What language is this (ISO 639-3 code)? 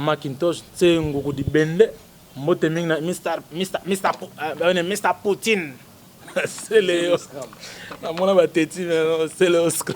lin